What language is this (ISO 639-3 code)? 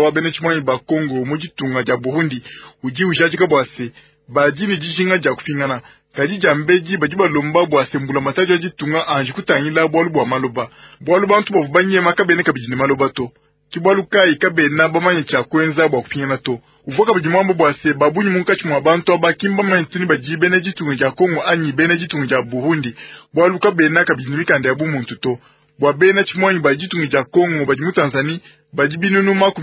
lua